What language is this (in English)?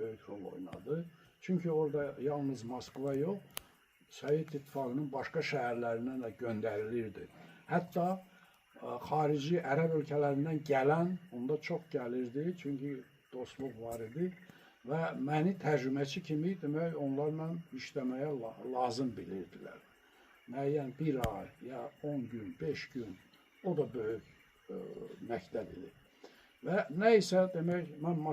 Azerbaijani